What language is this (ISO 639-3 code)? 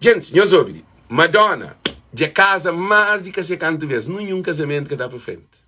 kea